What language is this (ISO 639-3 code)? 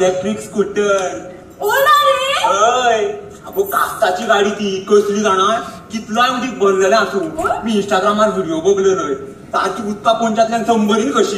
kok